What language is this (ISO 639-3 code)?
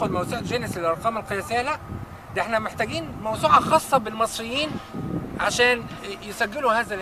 arz